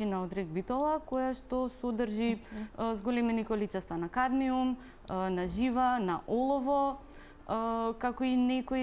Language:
Macedonian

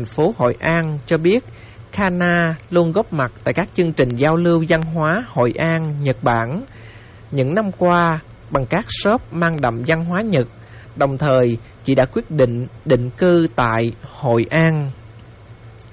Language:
Vietnamese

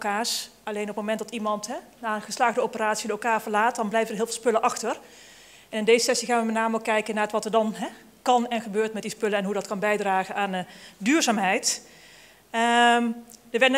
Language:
Dutch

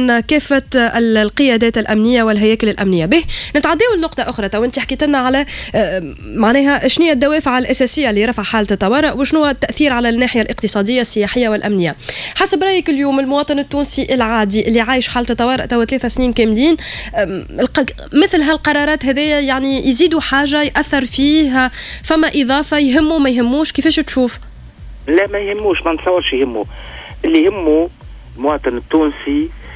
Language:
Tunisian Arabic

